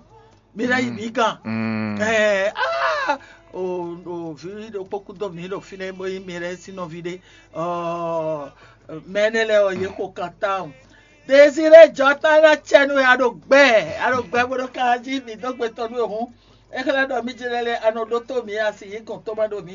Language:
Fon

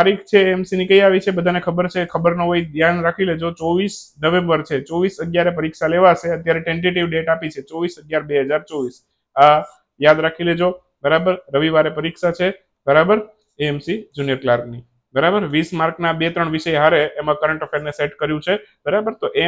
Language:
Gujarati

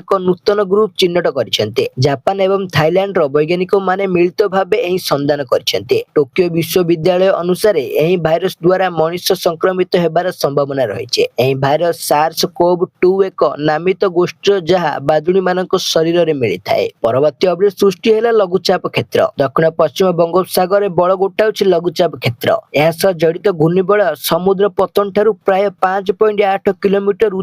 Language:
Odia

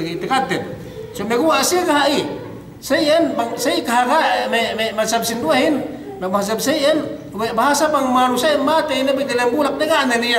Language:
Yakan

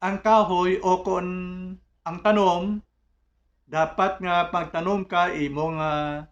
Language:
Hiligaynon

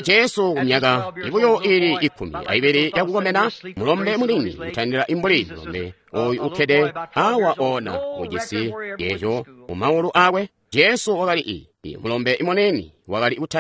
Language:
Tonga (Zambia)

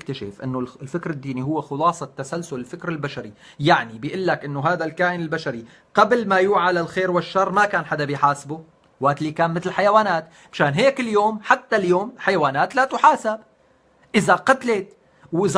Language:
North Levantine Arabic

